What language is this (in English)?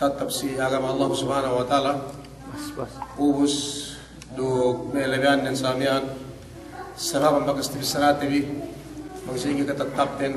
Yakan